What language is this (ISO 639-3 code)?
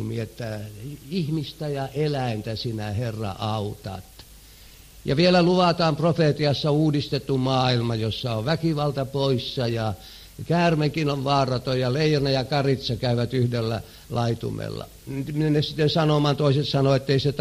fin